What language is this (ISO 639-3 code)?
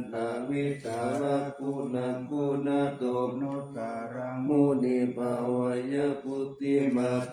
pli